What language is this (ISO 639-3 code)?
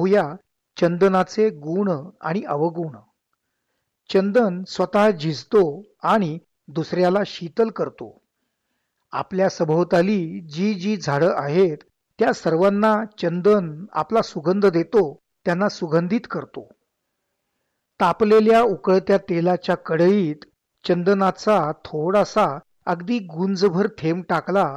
mar